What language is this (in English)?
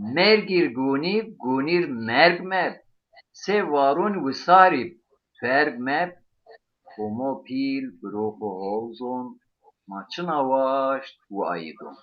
Zaza